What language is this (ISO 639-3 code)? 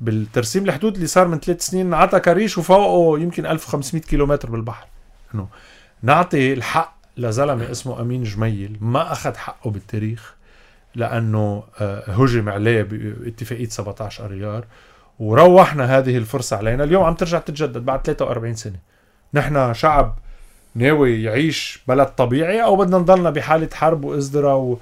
apc